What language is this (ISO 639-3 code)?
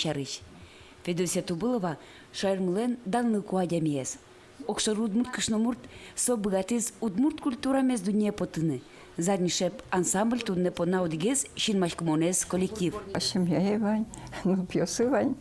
udm